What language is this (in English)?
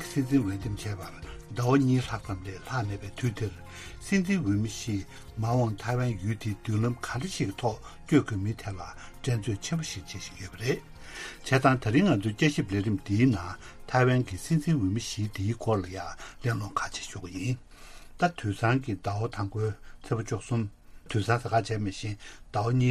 Tibetan